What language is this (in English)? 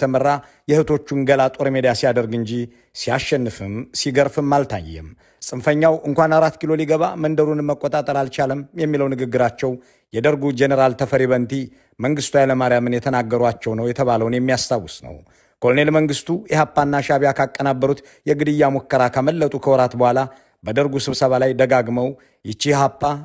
Amharic